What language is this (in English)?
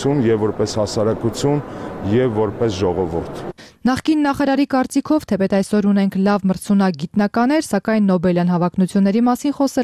Armenian